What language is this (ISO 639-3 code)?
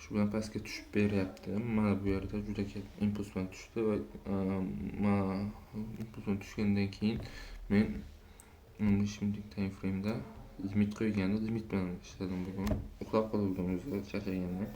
uzb